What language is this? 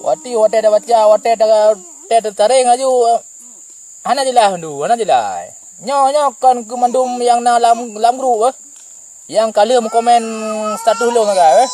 Achinese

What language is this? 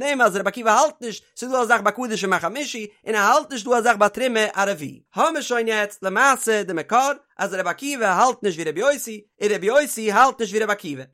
Yiddish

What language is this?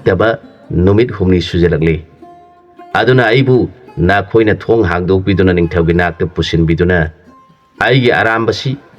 Manipuri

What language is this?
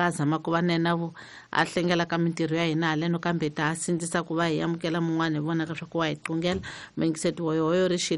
Tsonga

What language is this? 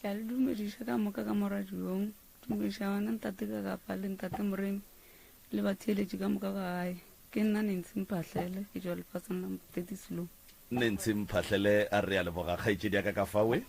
Northern Sotho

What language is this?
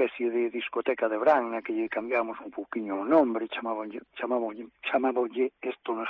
Galician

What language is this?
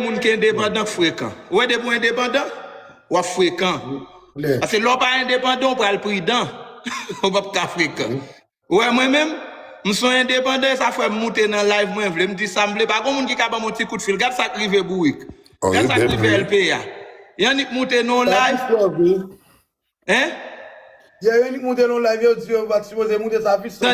Haitian Creole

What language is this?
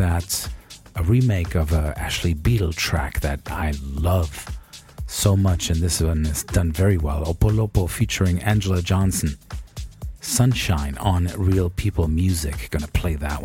English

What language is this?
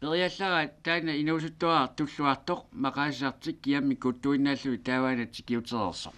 Kalaallisut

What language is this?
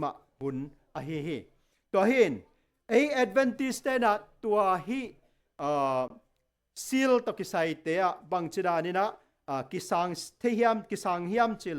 Tedim Chin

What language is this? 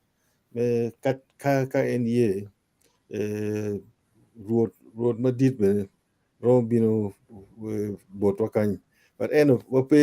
Acoli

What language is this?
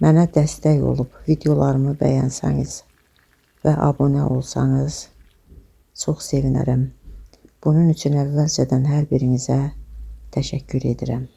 Azerbaijani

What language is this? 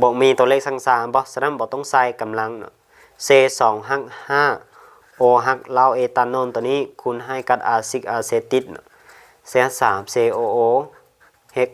Lao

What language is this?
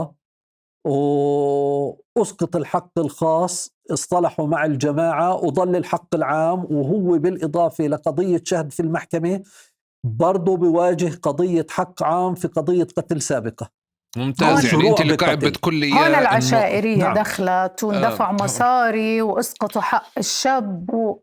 North Levantine Arabic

